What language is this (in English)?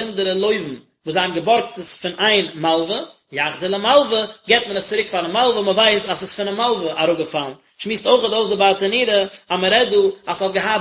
Yiddish